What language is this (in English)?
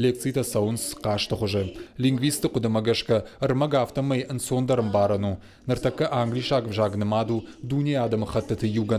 Ossetic